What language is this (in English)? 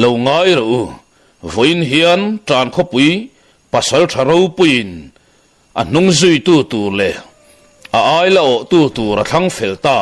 Mizo